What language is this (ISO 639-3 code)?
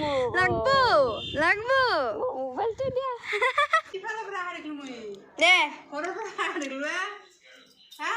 asm